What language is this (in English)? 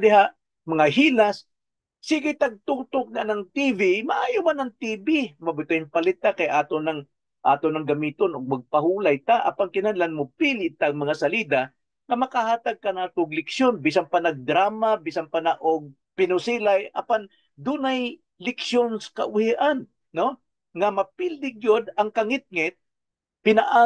Cebuano